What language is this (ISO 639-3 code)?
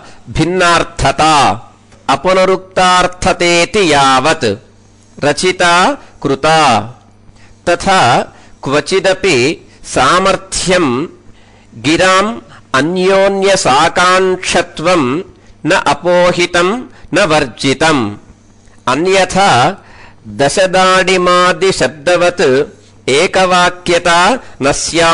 san